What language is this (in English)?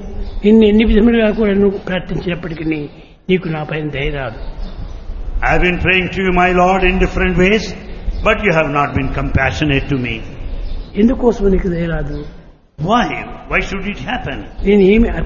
Telugu